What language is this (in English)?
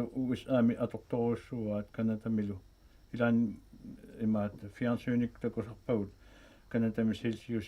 Kalaallisut